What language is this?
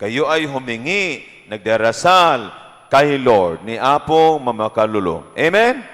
Pampanga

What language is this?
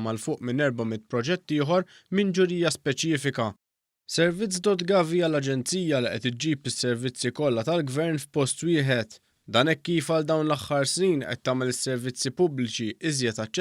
Maltese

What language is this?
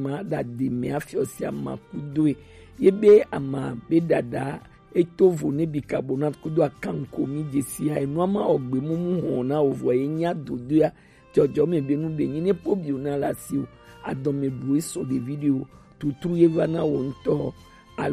Gen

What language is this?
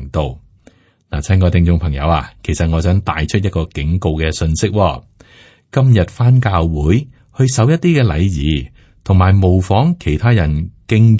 Cantonese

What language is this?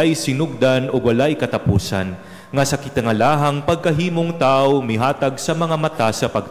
Cebuano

